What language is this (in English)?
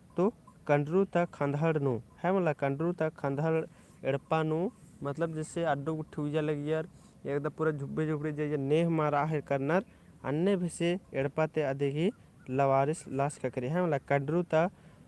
Kurukh